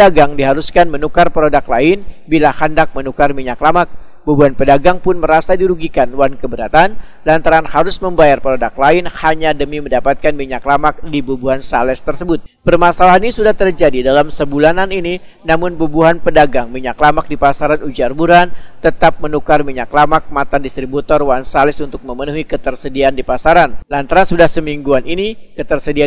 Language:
Banjar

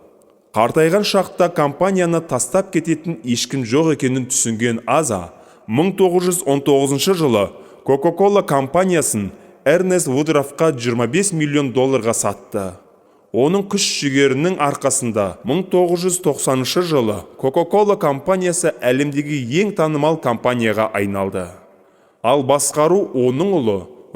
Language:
Kazakh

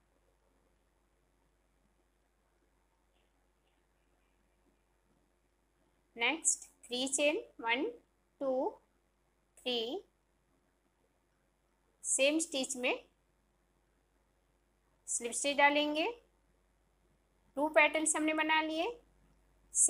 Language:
Hindi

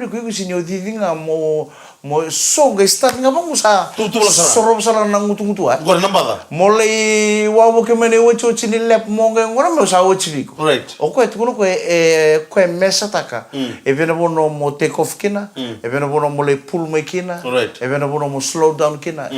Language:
Fijian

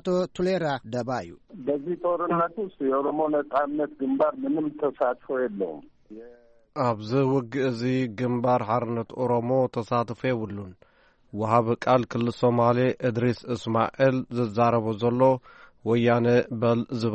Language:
Tigrinya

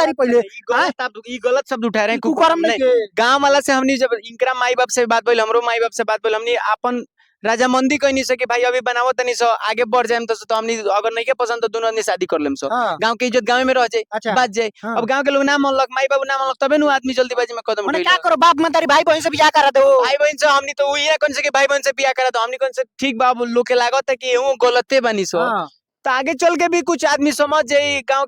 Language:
Bhojpuri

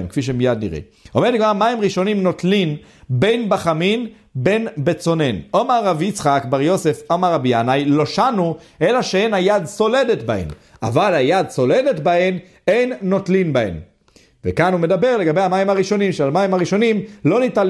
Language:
Hebrew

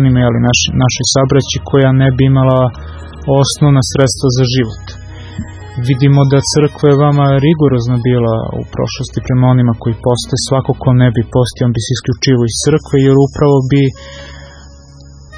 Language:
Serbian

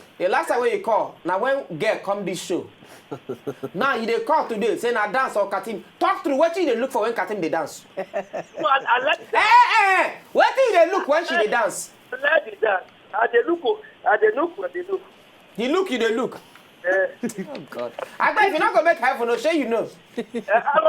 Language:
Nigerian Pidgin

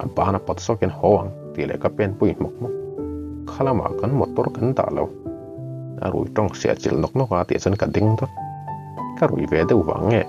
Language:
Mizo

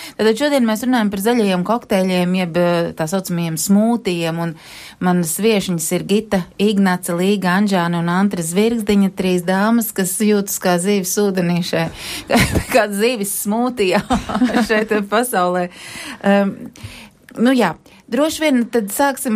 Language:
Latvian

